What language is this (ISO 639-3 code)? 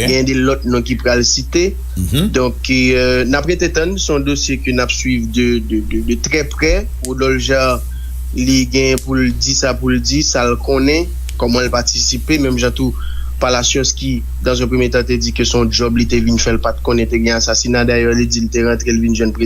hat